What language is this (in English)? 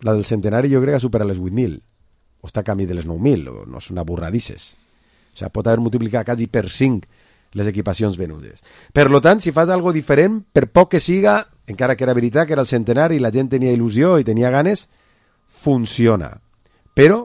Catalan